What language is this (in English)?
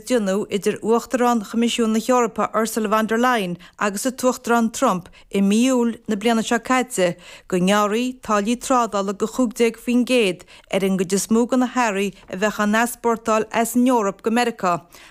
Irish